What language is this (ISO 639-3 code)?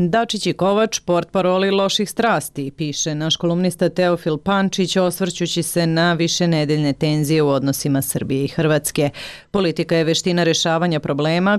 srp